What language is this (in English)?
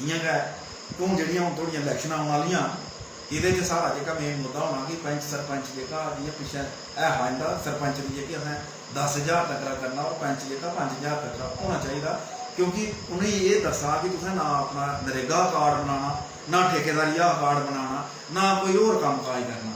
Dogri